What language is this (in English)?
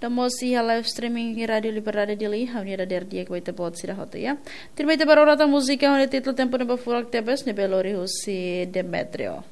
Tetum